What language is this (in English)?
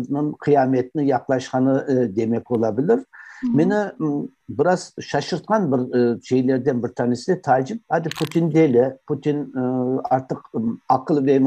Crimean Tatar